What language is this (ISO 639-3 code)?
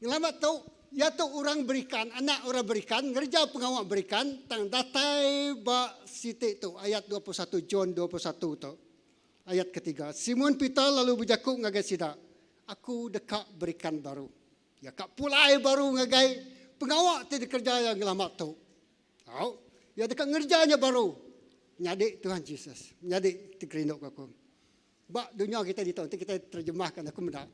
iba